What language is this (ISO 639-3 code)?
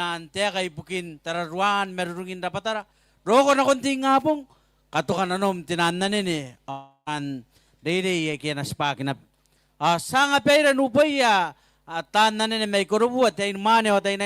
gil